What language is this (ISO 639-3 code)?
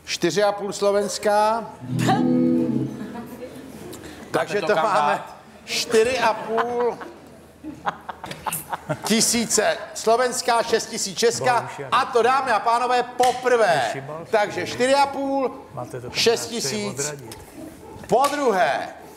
ces